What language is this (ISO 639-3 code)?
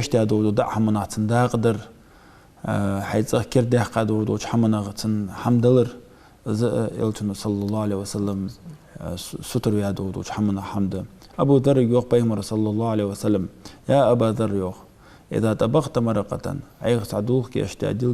inh